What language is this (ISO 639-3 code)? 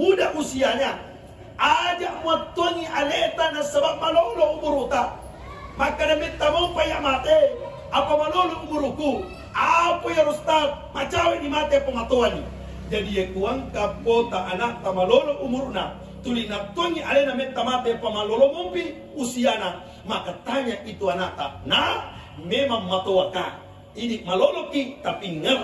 bug